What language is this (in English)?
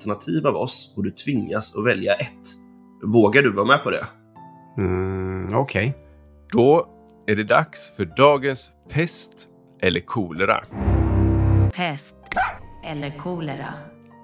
Swedish